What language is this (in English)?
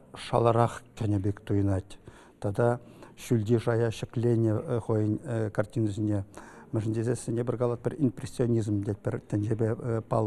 Chuvash